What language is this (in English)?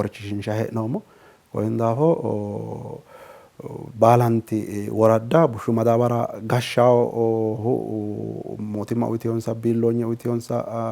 Sidamo